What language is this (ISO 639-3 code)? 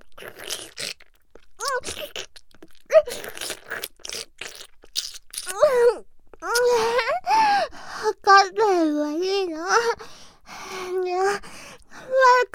jpn